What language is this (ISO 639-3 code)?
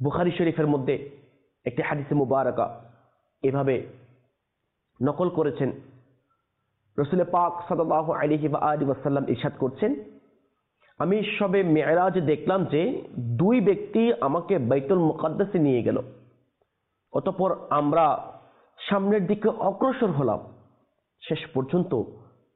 ben